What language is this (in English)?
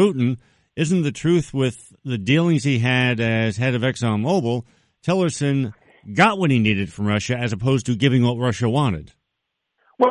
English